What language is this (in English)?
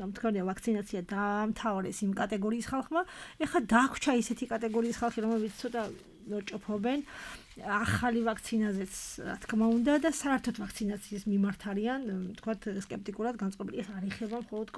Georgian